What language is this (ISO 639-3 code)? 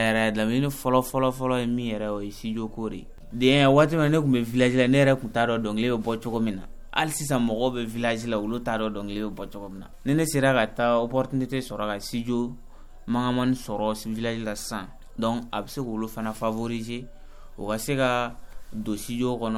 bam